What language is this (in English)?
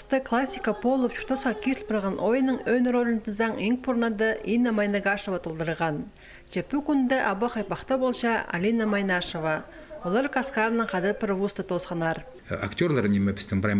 Khakas